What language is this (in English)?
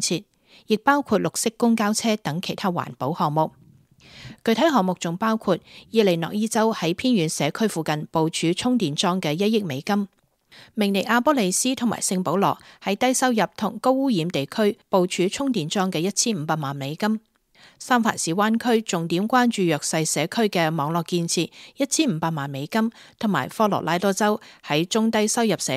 Cantonese